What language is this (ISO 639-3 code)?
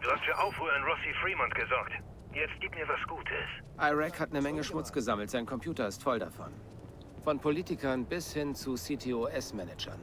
bar